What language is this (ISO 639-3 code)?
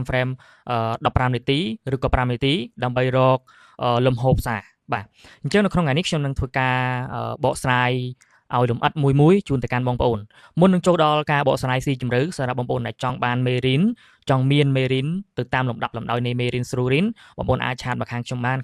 khm